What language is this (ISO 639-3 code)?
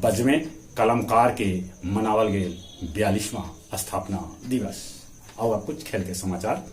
mag